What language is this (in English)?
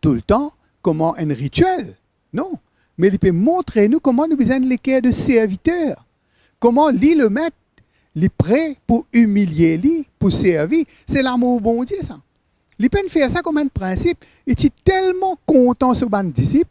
Morisyen